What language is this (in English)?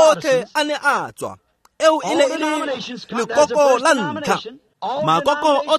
Tswana